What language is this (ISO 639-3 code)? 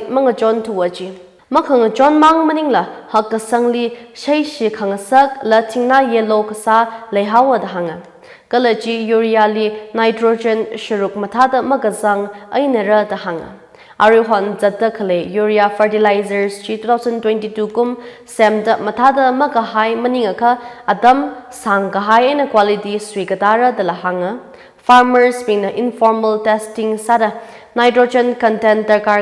nmf